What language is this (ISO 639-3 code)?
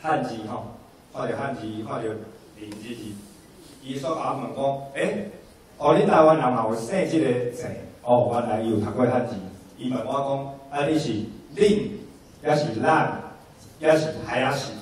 nan